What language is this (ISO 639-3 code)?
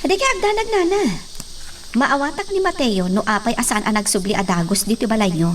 ilo